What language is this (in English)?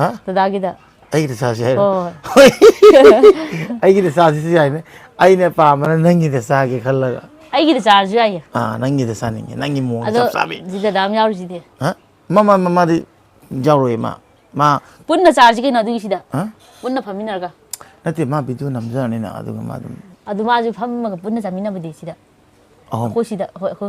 Manipuri